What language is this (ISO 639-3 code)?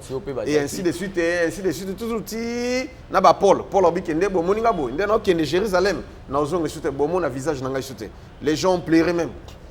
lin